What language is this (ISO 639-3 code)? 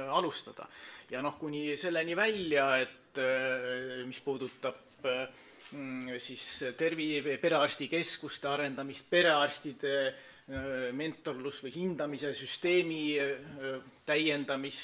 est